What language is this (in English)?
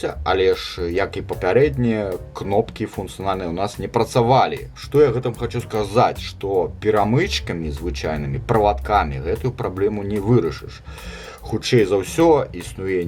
Belarusian